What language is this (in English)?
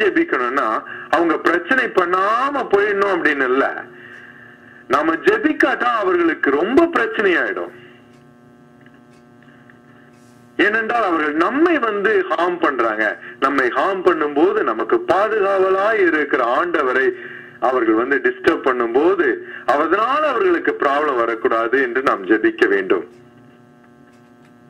Tamil